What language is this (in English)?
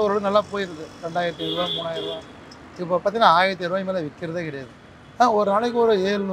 Tamil